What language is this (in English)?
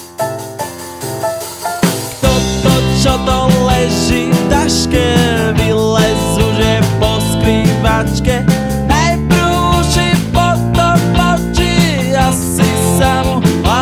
Slovak